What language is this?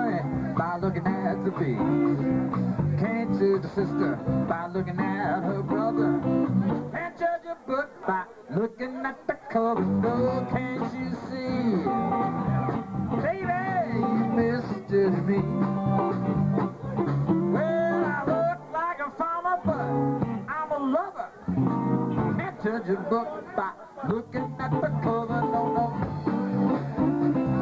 English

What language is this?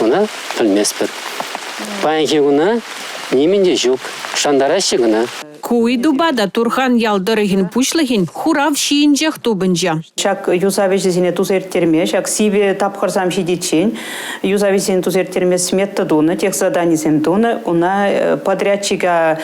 Chuvash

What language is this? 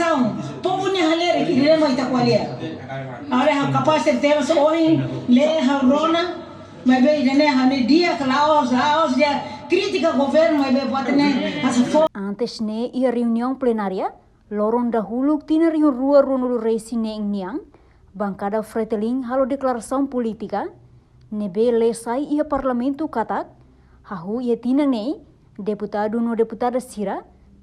Tetum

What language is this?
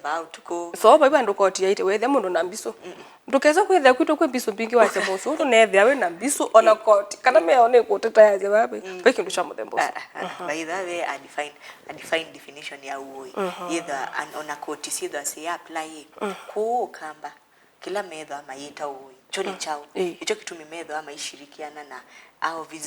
Kamba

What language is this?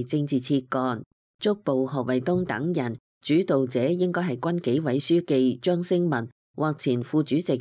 Cantonese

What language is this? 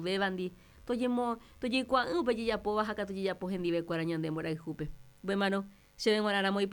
Guarani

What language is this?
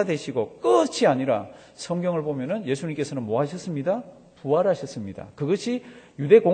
Korean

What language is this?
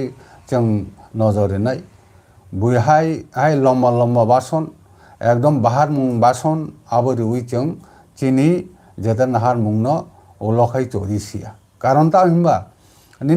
Kok Borok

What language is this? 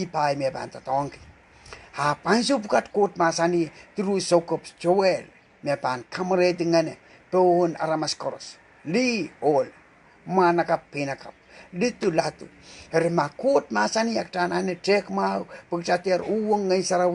Pohnpeian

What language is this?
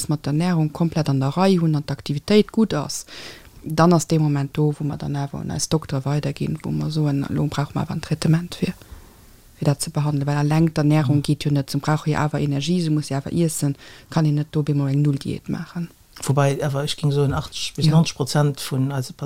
Luxembourgish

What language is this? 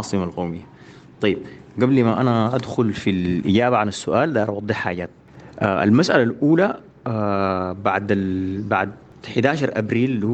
Sudanese Arabic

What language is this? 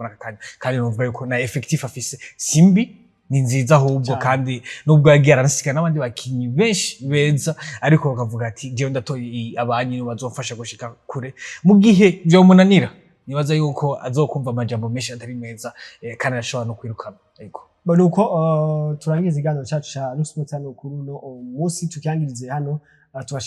Rundi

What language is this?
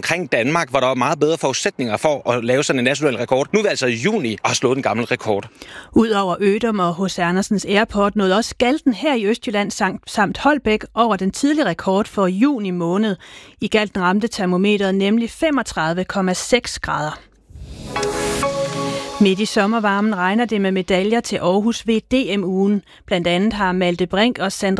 Danish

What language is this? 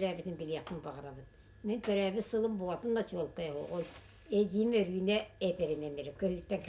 Yakut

